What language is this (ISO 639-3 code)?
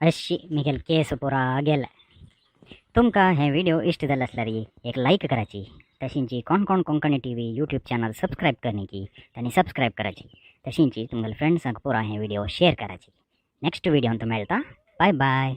kok